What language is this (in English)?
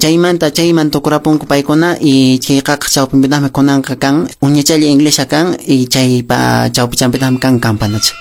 Quechua